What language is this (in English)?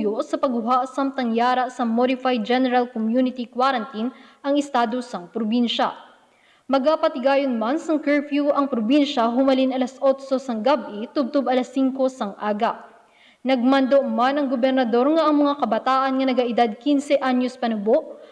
Hiligaynon